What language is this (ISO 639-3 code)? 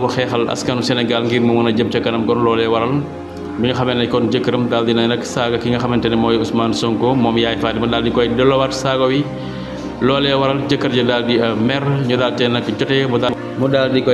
wol